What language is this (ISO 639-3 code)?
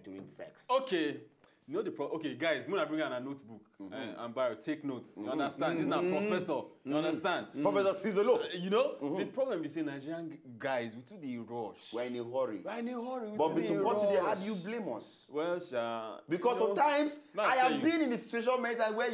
pcm